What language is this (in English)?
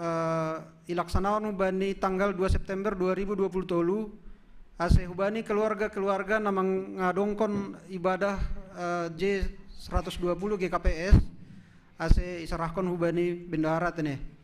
Batak Simalungun